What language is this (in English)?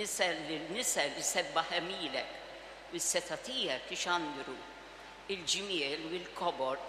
Maltese